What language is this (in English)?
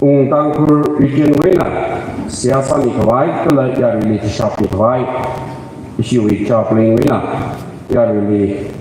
Tangkhul Naga (India)